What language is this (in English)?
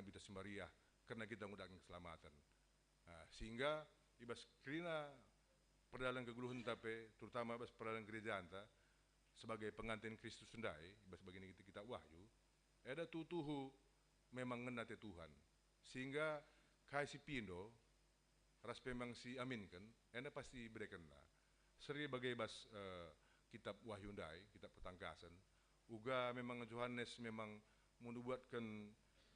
Batak Karo